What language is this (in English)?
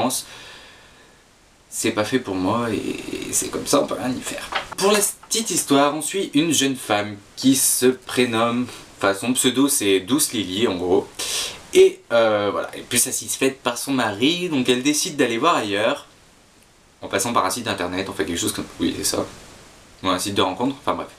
French